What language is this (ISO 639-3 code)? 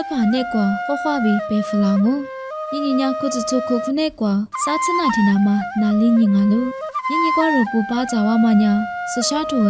lis